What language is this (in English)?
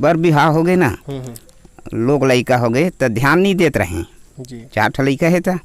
Chhattisgarhi